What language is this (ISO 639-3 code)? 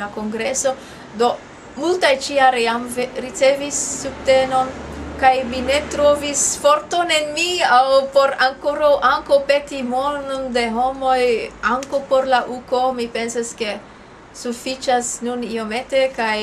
epo